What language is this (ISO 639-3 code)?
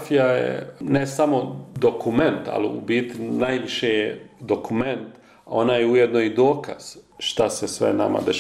bos